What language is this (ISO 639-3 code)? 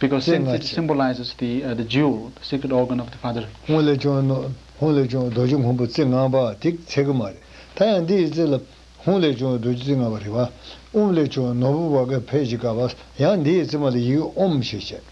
bod